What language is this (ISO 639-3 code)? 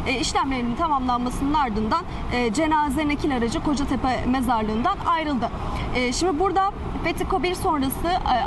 tur